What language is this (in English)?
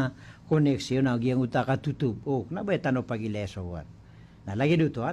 Maranao